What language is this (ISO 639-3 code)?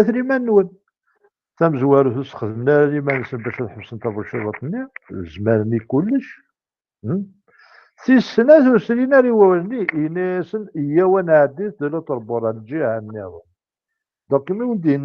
kab